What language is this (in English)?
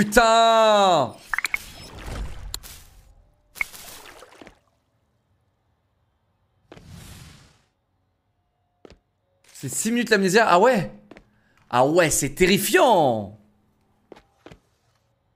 French